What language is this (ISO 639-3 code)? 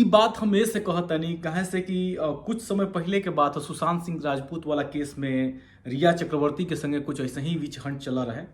bho